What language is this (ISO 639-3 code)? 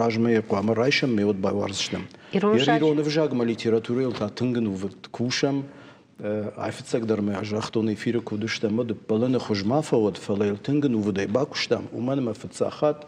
oss